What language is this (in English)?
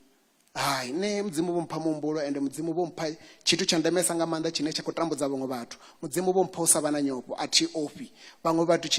Venda